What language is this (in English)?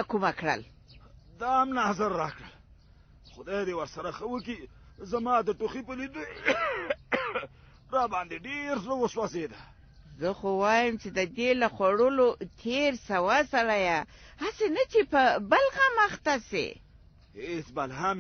Pashto